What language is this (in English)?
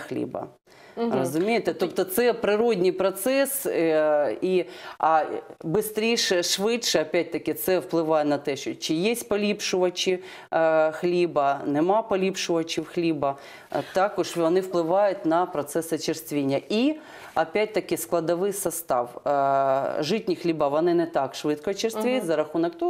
Ukrainian